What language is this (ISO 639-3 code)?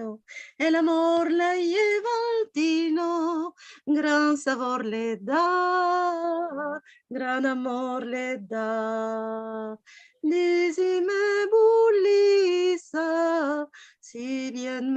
lad